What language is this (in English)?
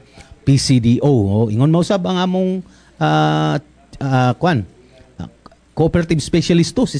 Cebuano